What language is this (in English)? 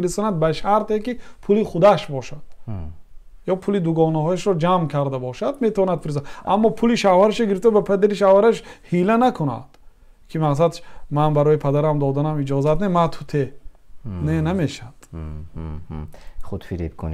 Tajik